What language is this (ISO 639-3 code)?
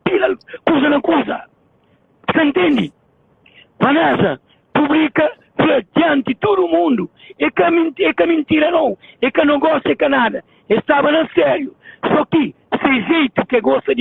kea